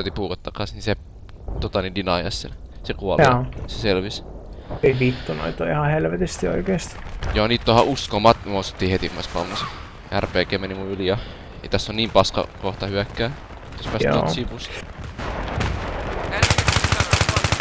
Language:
Finnish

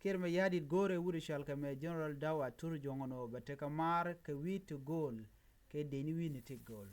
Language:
Nuer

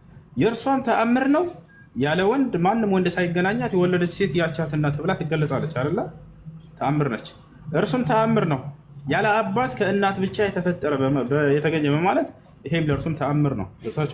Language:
Amharic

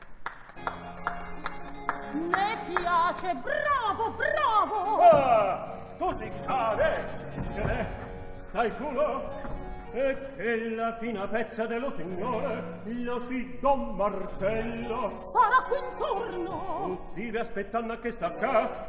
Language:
Italian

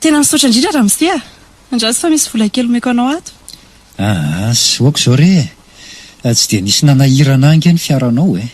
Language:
Malagasy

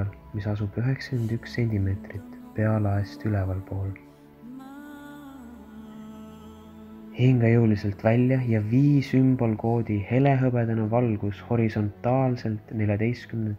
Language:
Estonian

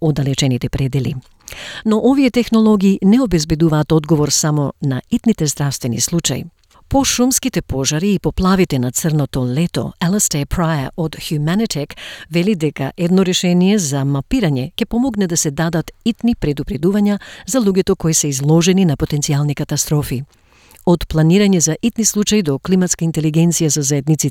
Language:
Macedonian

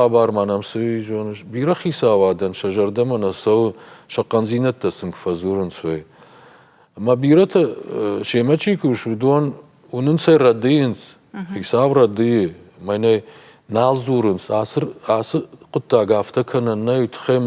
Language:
Ossetic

